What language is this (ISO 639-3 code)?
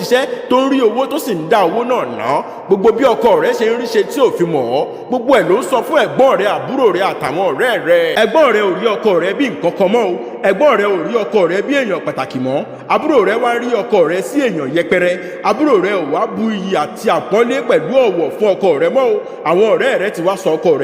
yor